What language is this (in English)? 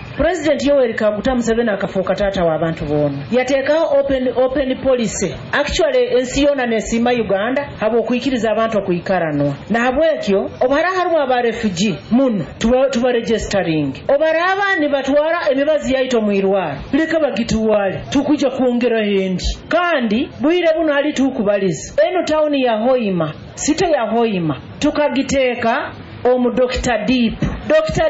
Nyoro